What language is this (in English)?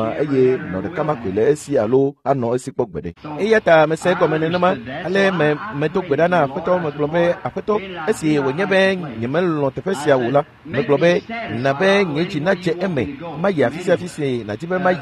Ewe